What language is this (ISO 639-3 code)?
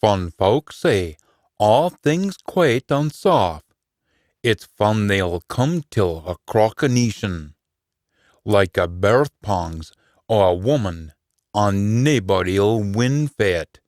sco